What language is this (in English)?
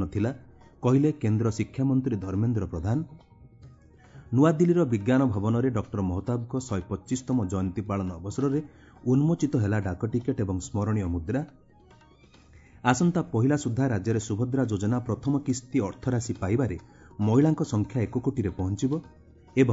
Odia